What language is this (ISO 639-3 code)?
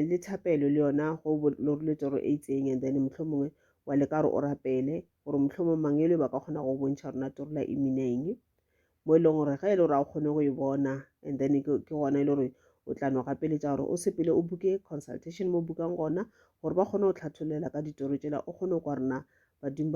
nso